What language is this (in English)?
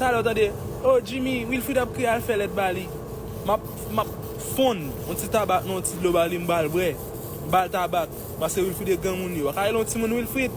Haitian Creole